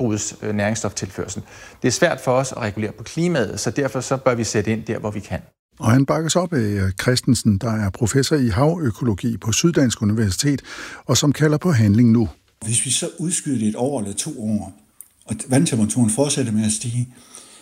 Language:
Danish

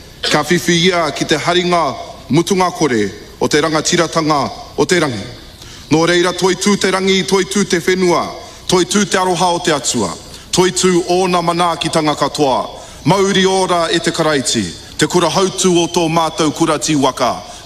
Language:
Māori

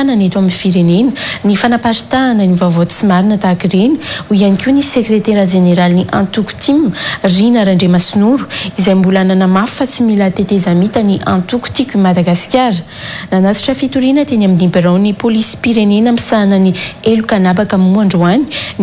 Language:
Malagasy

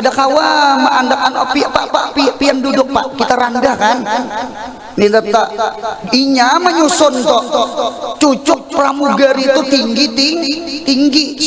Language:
Banjar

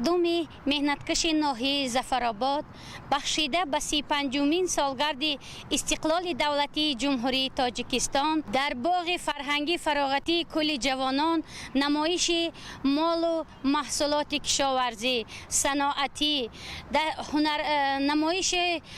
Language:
Tajik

